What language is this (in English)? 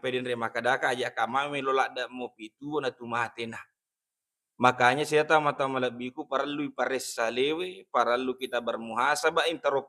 Buginese